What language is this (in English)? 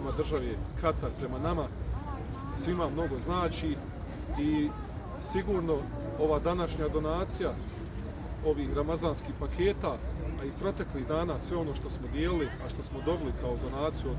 Bosnian